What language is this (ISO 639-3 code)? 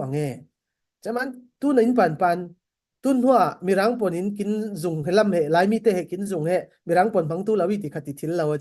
cfm